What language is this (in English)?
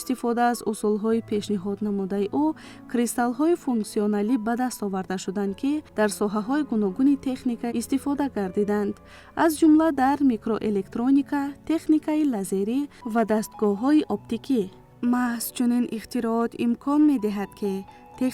Tajik